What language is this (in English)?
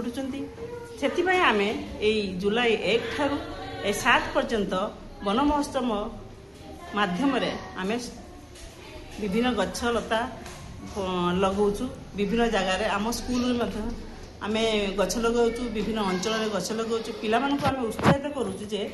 Odia